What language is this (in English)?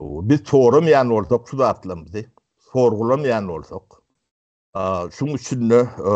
Turkmen